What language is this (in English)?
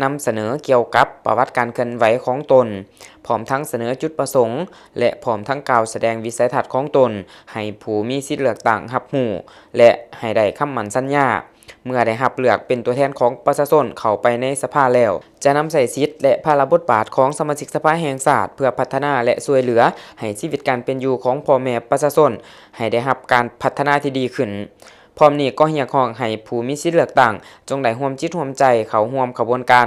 Lao